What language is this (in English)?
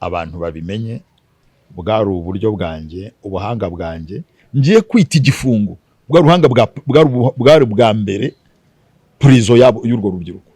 Kinyarwanda